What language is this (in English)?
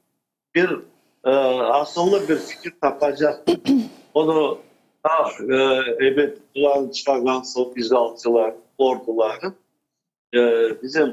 Crimean Tatar